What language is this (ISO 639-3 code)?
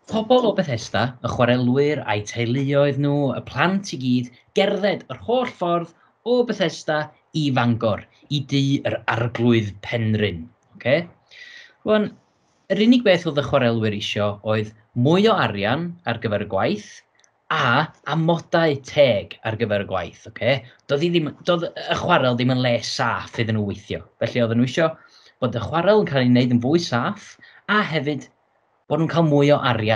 cym